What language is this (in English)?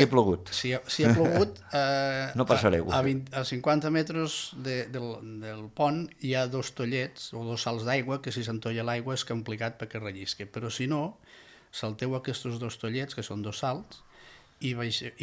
Catalan